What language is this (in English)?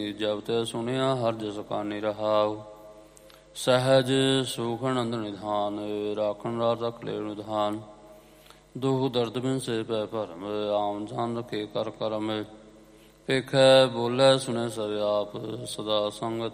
Punjabi